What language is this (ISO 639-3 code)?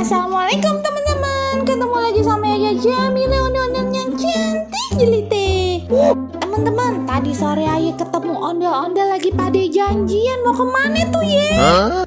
bew